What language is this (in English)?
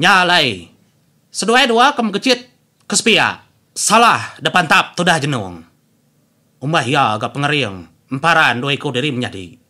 Iban